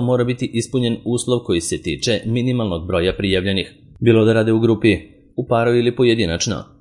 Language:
Serbian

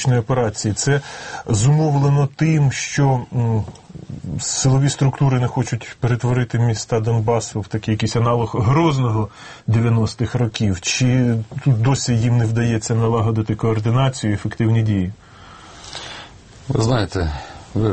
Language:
Ukrainian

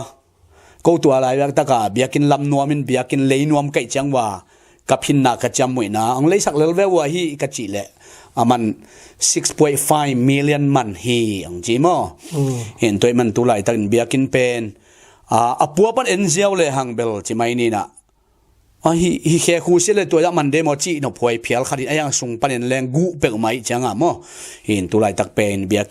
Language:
Tedim Chin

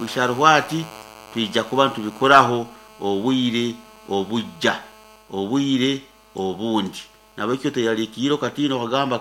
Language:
Nyankole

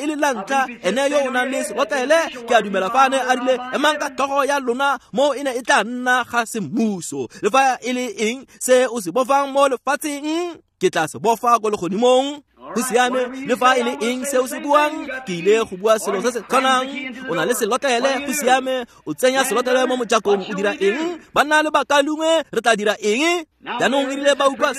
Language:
Tswana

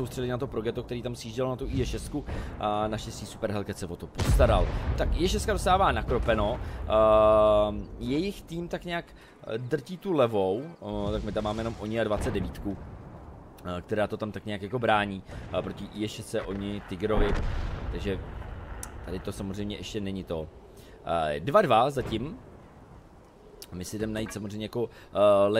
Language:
Czech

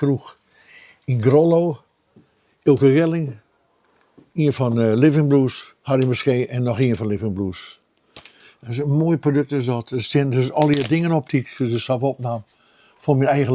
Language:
Western Frisian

